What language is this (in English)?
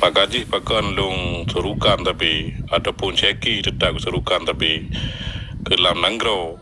Achinese